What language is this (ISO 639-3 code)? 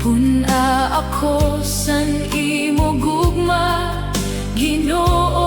war